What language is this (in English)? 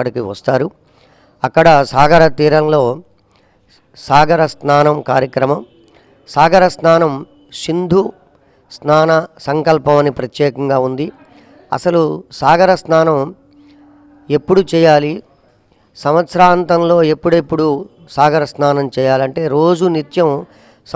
Telugu